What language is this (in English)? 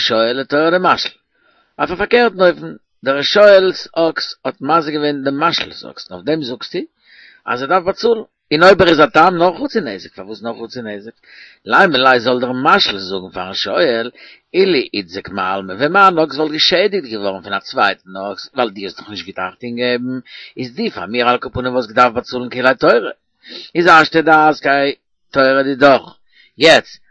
Yiddish